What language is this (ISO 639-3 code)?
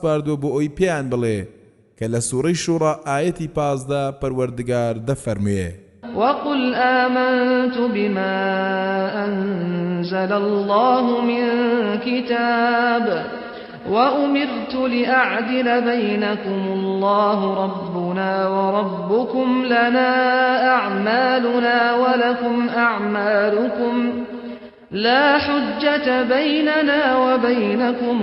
ckb